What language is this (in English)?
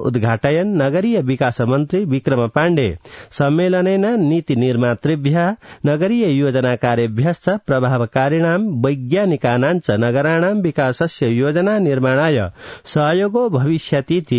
Sanskrit